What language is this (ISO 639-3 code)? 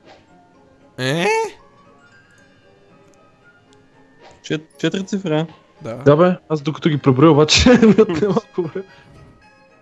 bul